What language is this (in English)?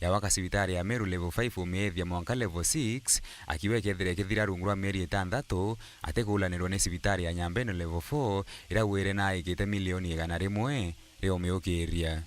Meru